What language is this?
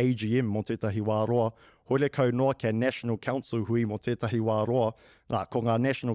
Māori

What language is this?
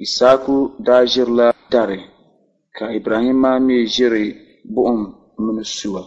Dagbani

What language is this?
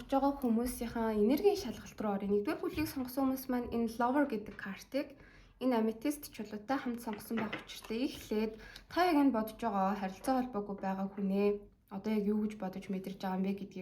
Mongolian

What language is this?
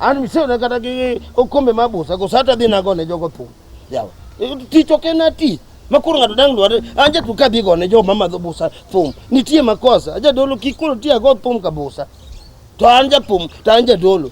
Luo (Kenya and Tanzania)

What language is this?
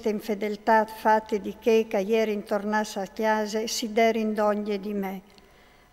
Friulian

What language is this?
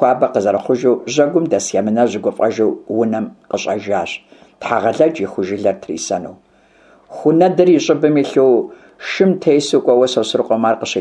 Kabardian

